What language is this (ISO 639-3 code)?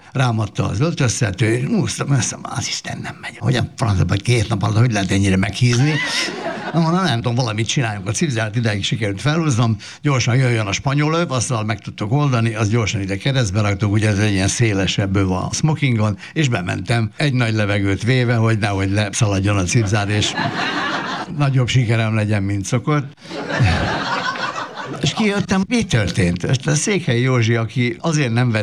hun